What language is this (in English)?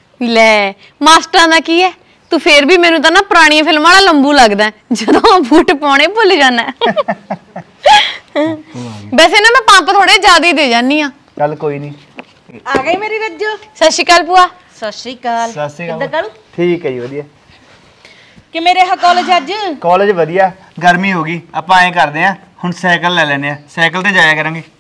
Punjabi